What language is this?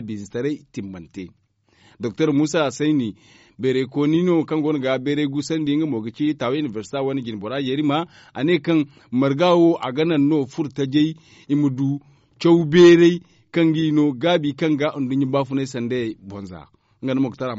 Zarma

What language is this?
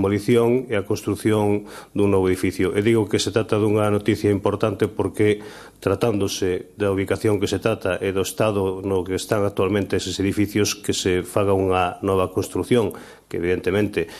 Galician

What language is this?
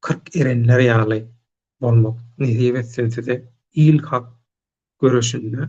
Turkmen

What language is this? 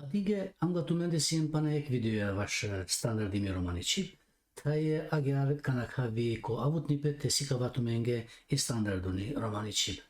Balkan Romani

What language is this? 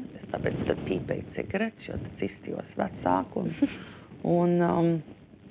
Latvian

